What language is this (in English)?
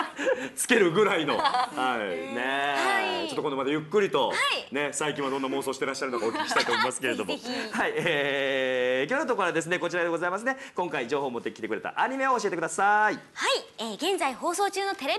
Japanese